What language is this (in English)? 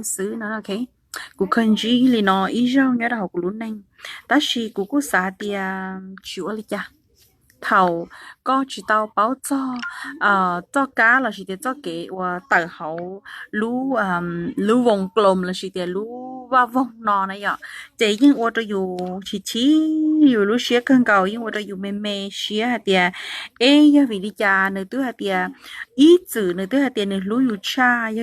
Hmong